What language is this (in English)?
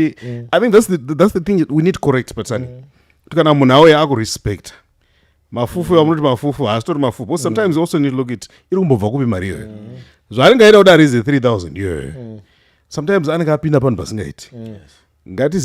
Shona